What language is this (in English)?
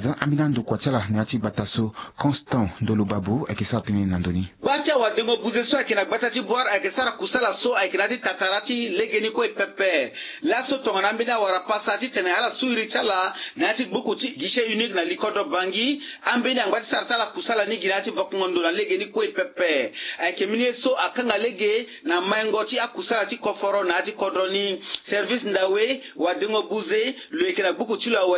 Sango